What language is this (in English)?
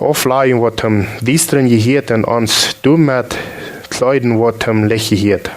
Plautdietsch